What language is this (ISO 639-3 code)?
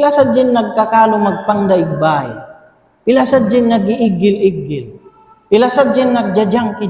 tsg